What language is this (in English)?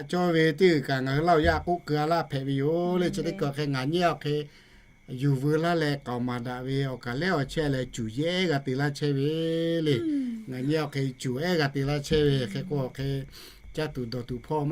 Lahu